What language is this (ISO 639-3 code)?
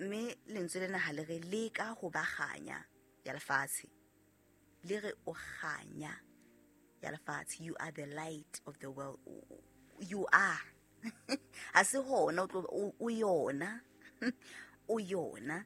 sot